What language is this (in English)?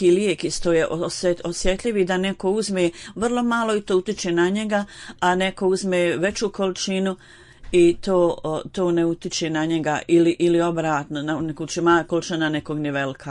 Bosnian